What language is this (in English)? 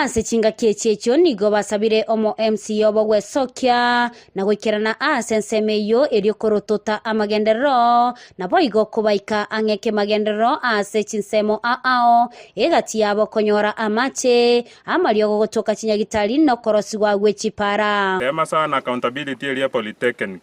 Gusii